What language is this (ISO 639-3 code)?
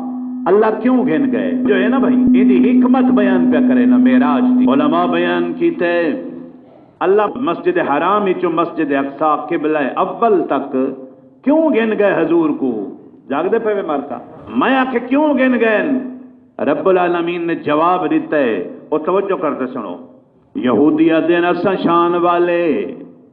skr